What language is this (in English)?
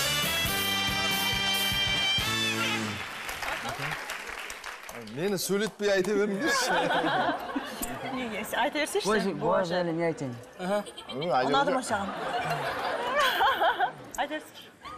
Kazakh